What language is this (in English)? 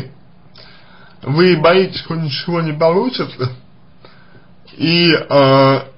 Russian